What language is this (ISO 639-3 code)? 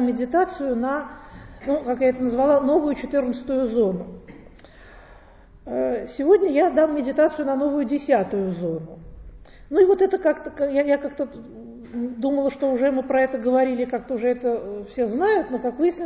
rus